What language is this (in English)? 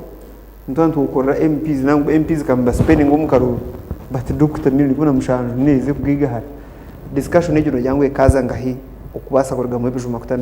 Nyankole